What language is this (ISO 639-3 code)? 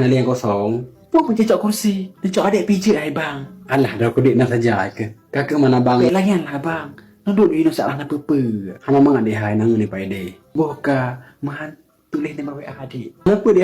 ace